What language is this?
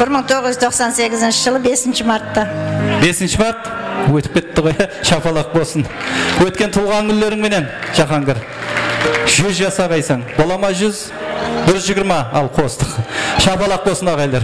Kara-Kalpak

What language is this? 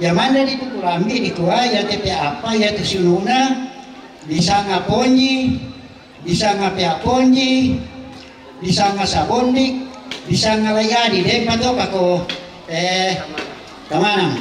Toraja-Sa'dan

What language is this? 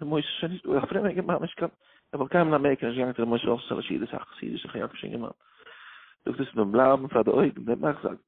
Yiddish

